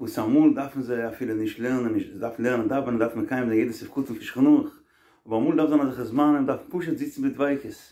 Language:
Yiddish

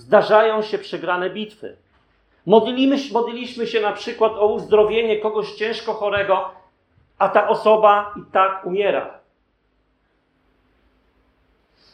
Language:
Polish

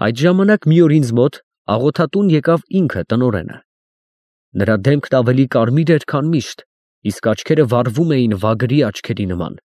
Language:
Armenian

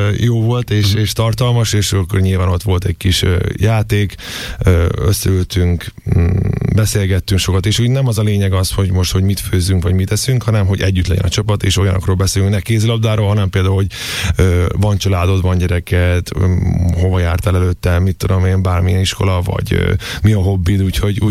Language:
Hungarian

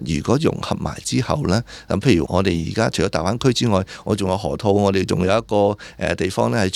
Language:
Cantonese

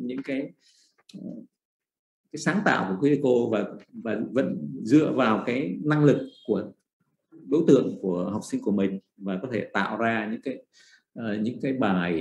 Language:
Vietnamese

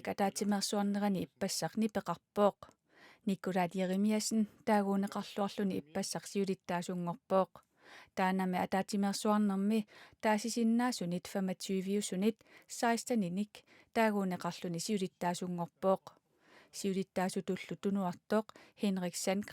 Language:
Kalaallisut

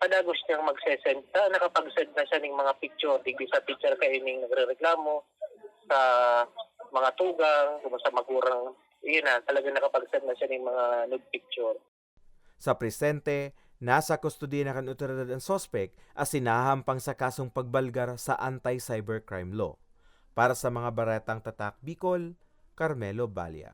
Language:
Bikol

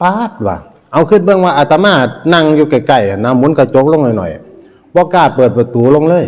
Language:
Northeastern Thai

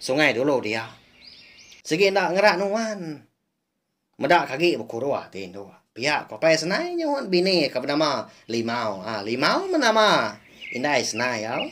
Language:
Iban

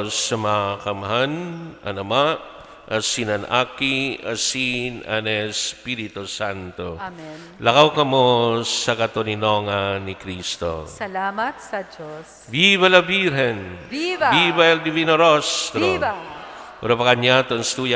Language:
Bikol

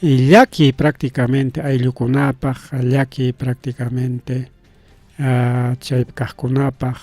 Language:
Ayacucho Quechua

